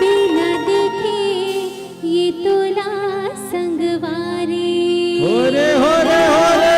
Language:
Chhattisgarhi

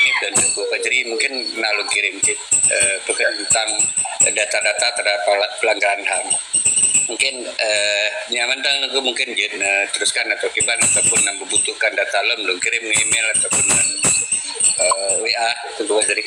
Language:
Achinese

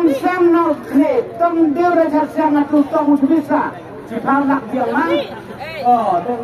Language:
Khasi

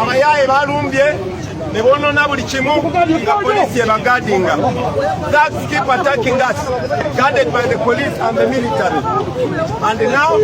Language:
Ganda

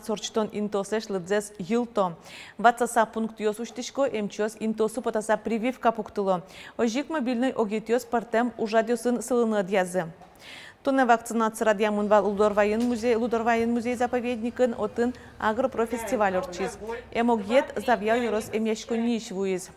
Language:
Udmurt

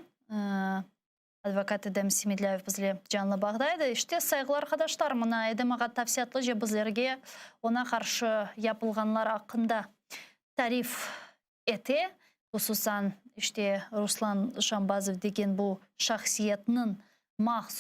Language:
Crimean Tatar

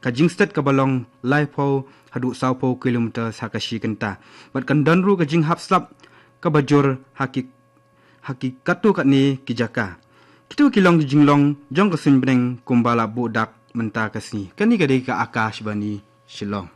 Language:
Khasi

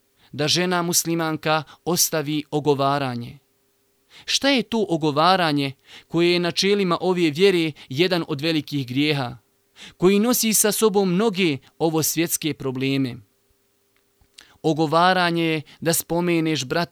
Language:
Bosnian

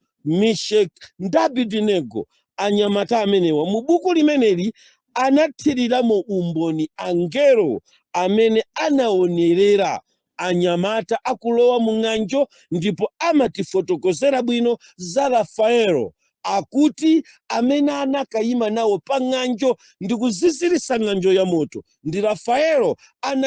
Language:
Nyanja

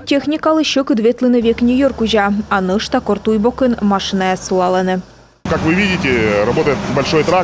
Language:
Komi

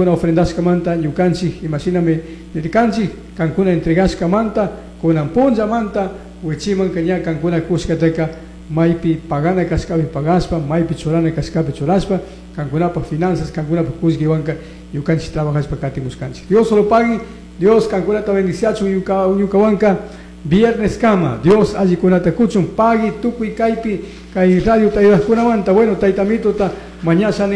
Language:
Chimborazo Highland Quichua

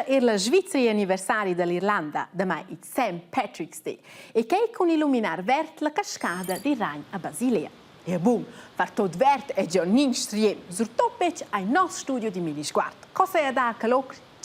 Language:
Romansh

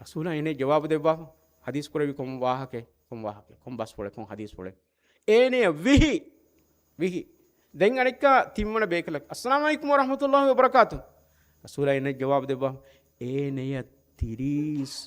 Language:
Divehi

